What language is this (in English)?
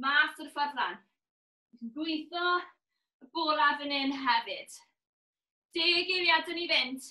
Welsh